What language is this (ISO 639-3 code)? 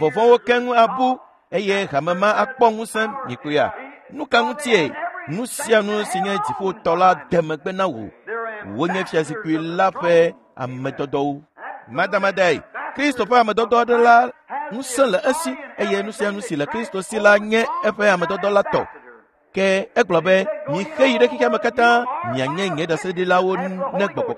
ewe